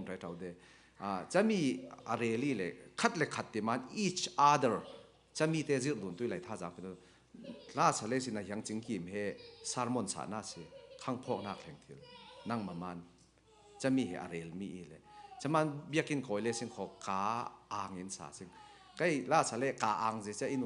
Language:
Falam Chin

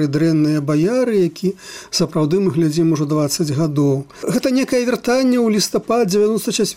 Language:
Belarusian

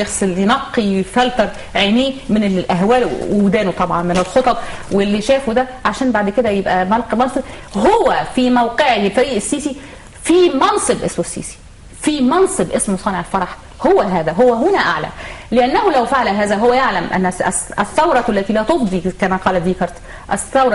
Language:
Egyptian Arabic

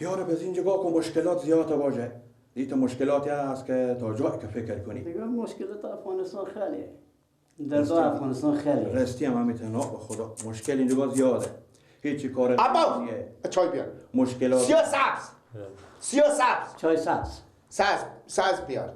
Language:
Persian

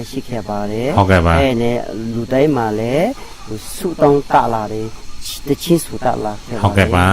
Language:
Lahu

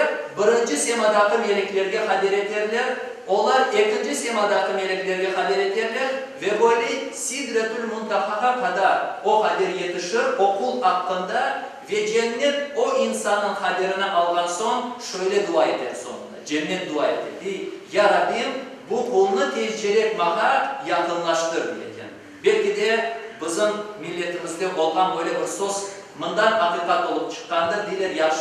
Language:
Crimean Tatar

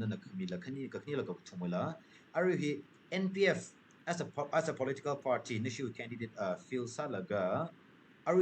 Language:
Tangkhul Naga (India)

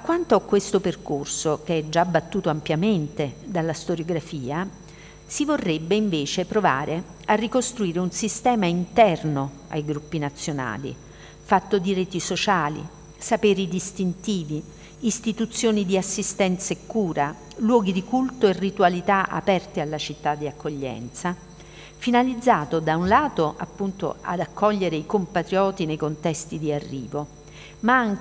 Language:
Italian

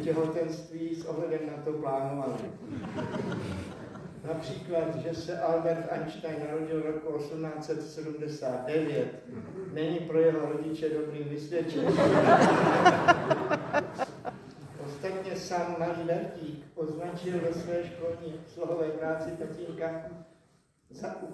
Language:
Czech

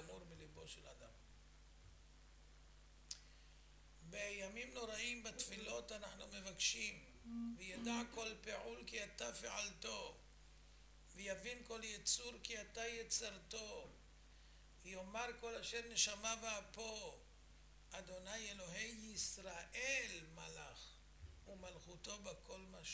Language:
Hebrew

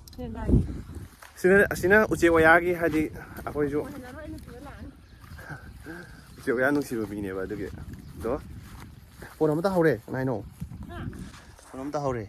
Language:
Manipuri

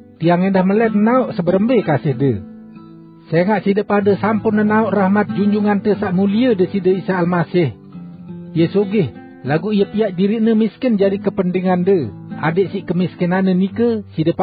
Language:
Sasak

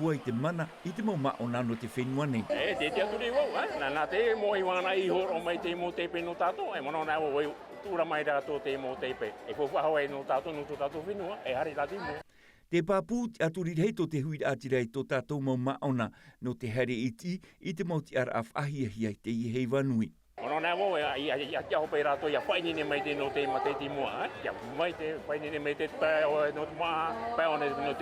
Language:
Tahitian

